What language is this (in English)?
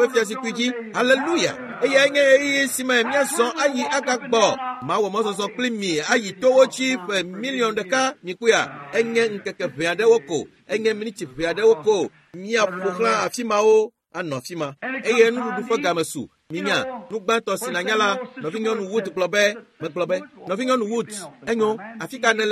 Ewe